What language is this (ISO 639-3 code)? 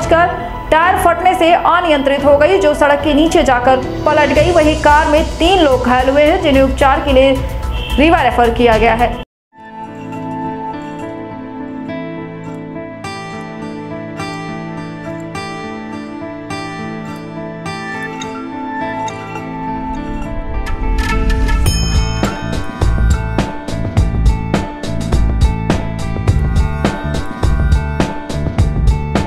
hin